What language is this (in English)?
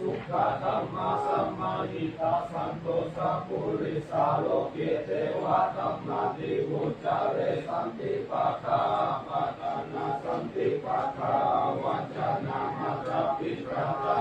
Pali